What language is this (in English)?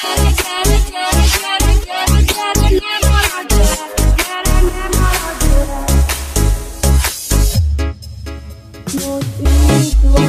Hungarian